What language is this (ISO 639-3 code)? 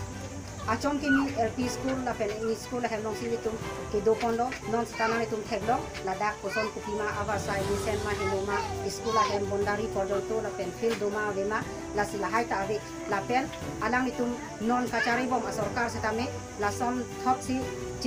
mjw